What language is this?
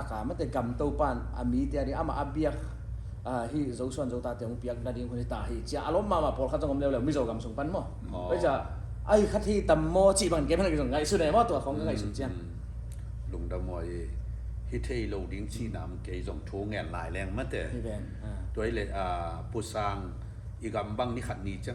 Tedim Chin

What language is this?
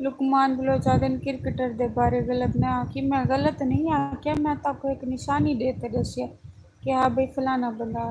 Saraiki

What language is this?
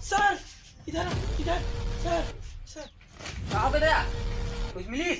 Chhattisgarhi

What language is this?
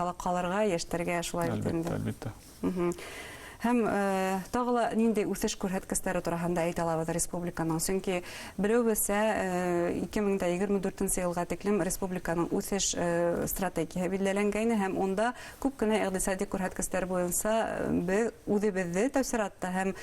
Bashkir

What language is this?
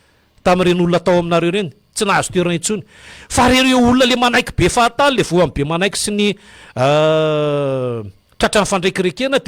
Malagasy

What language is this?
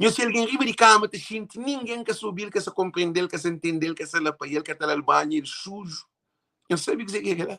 Kabuverdianu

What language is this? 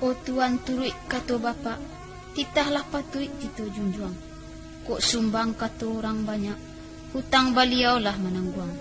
Minangkabau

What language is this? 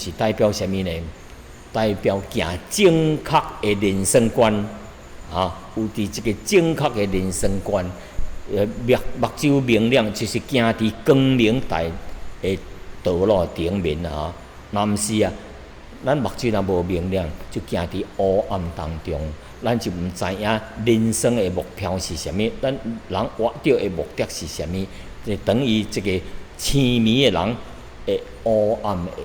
Min Nan Chinese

